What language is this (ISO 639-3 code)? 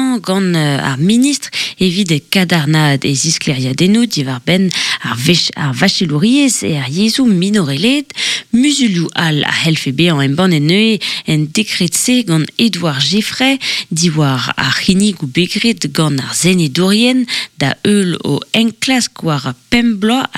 bre